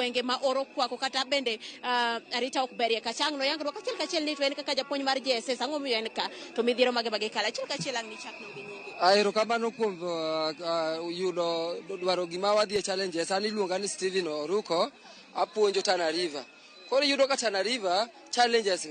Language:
Luo (Kenya and Tanzania)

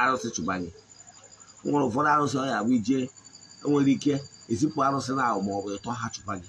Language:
Igbo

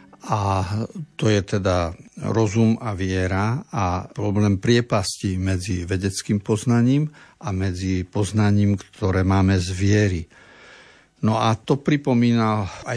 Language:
Slovak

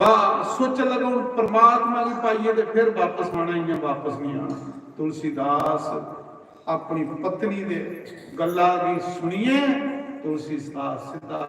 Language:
Dogri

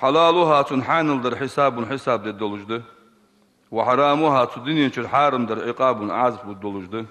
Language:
Ingush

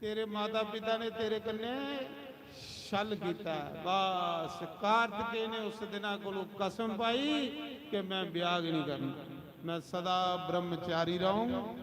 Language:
Dogri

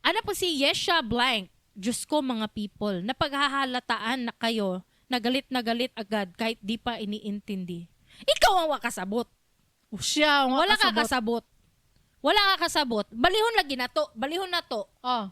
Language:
Cebuano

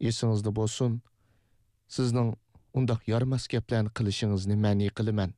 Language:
Uyghur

